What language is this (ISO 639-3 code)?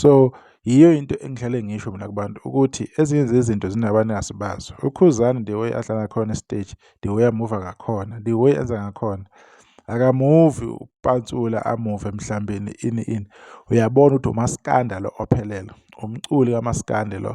zul